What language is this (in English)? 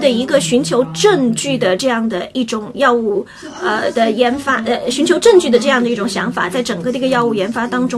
Chinese